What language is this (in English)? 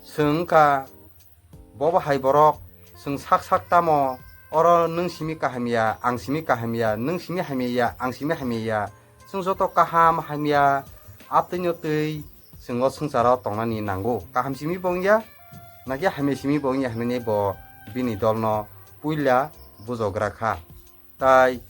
Kok Borok